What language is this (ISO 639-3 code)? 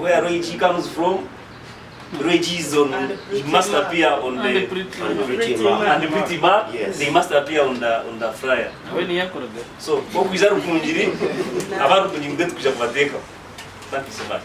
nyn